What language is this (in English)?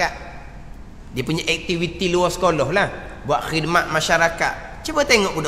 Malay